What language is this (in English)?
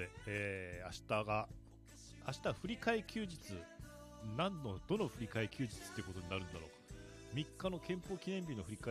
Japanese